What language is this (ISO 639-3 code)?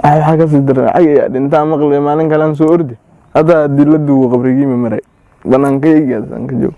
som